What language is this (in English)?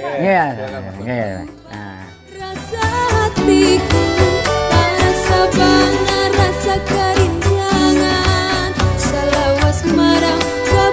Banjar